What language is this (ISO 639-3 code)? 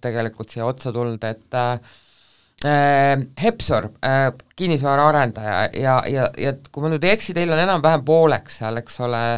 est